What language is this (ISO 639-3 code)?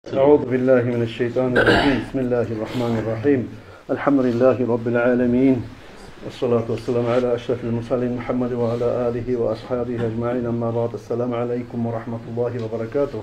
kum